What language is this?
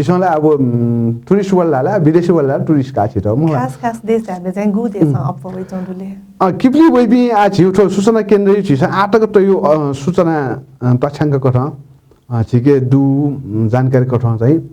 Newari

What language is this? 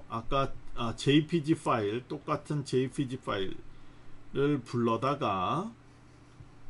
Korean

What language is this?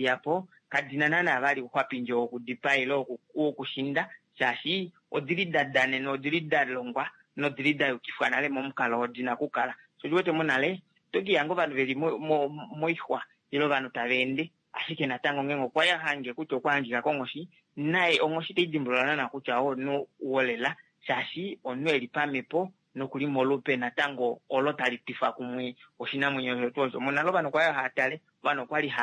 Kuanyama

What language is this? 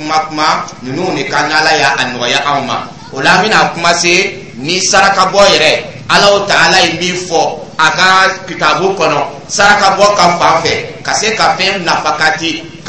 Dyula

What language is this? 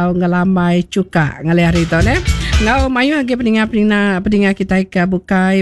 Iban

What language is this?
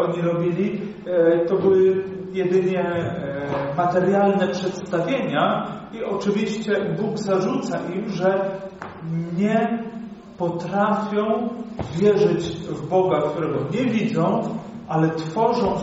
Polish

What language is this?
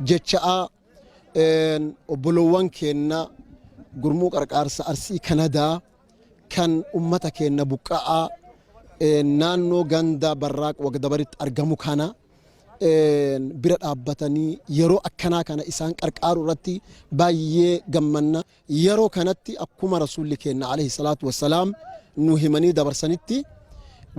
Oromo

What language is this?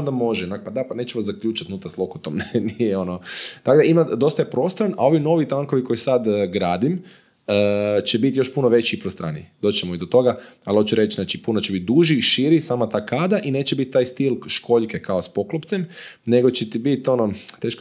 Croatian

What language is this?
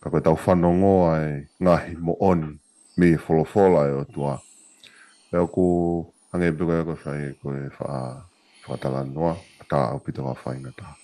Tongan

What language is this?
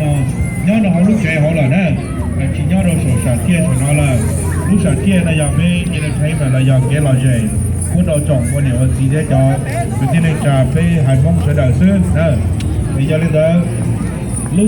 Hmong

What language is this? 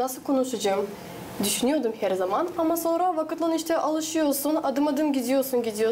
Gagauz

